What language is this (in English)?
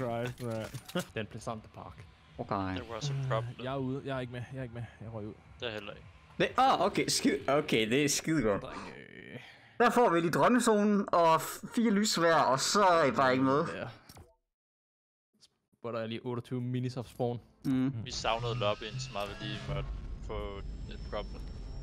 Danish